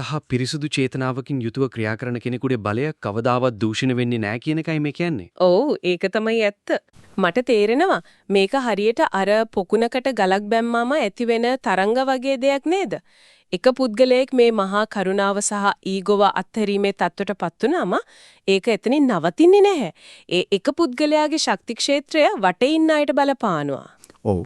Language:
Sinhala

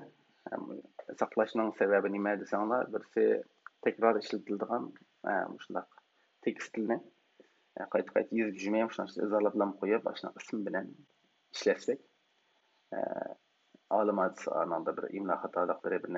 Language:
Uyghur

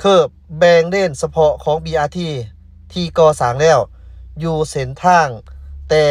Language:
Lao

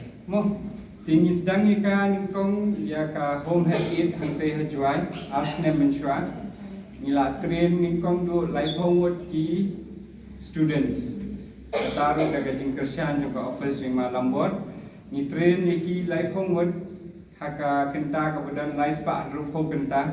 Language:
Khasi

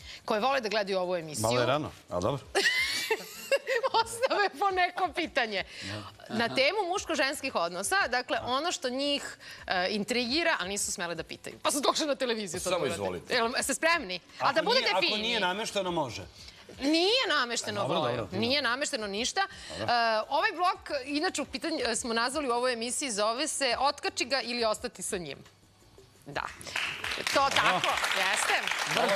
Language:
Serbian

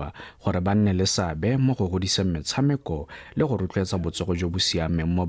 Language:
Tswana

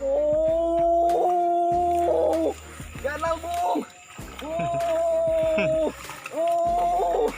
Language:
Banjar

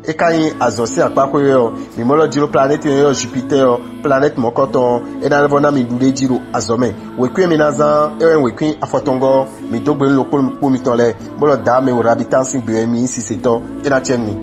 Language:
Fon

